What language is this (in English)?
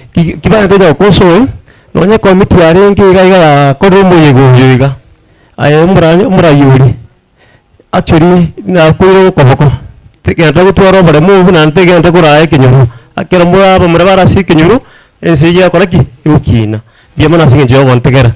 Gusii